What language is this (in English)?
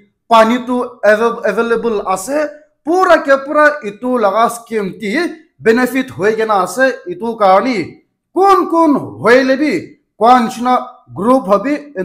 Naga Pidgin